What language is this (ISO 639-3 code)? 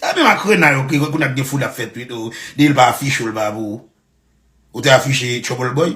hat